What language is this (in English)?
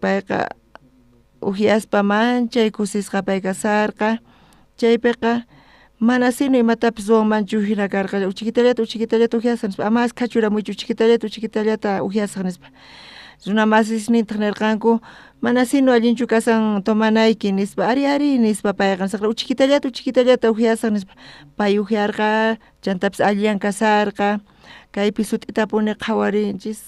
South Bolivian Quechua